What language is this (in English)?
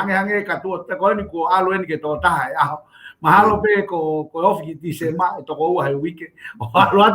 Tongan